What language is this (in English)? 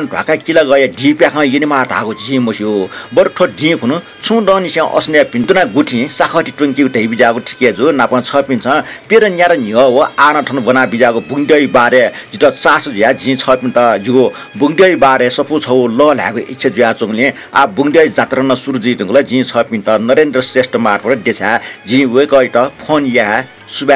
Newari